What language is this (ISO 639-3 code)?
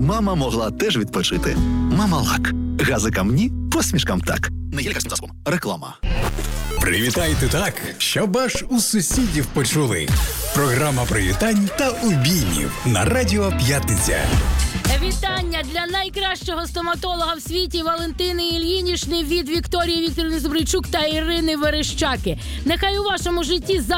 ukr